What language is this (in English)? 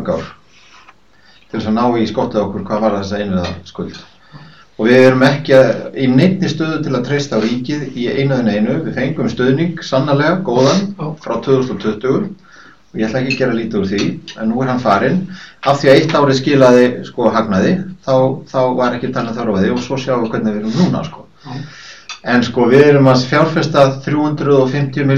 Icelandic